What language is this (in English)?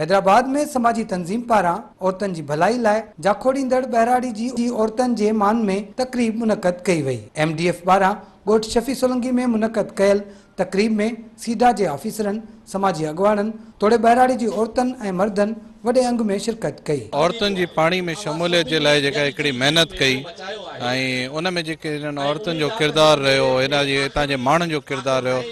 Sindhi